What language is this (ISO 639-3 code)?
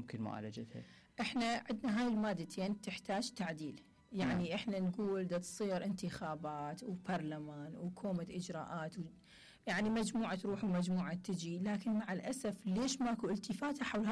acm